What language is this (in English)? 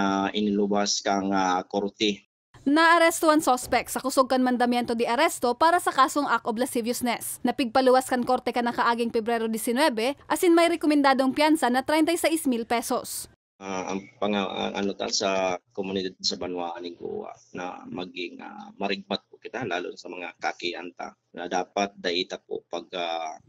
Bikol